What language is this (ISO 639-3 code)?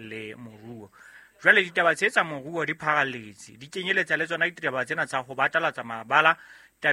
sot